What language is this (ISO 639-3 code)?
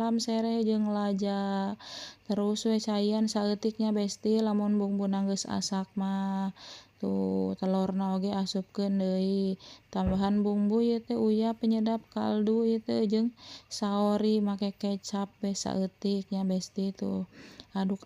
sun